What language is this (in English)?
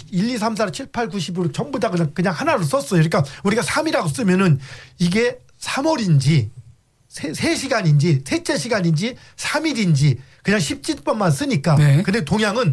Korean